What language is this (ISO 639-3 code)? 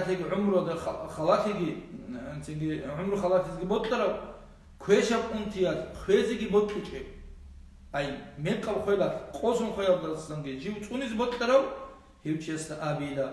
ava